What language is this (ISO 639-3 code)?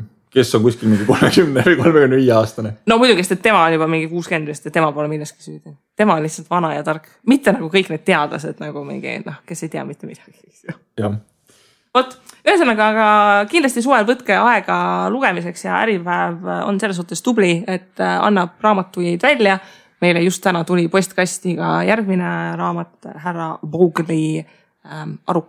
est